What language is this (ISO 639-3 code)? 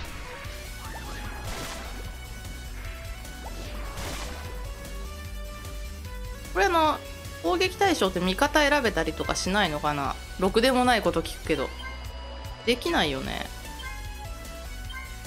jpn